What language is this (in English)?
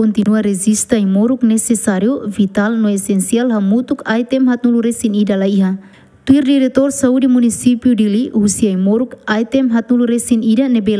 Tetum